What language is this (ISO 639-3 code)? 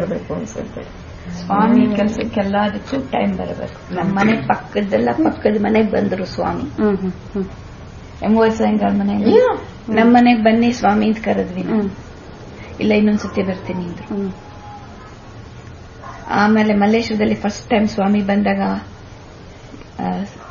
kan